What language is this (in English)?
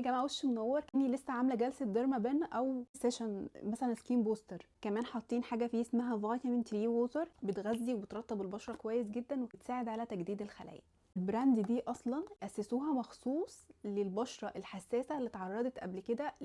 Egyptian Arabic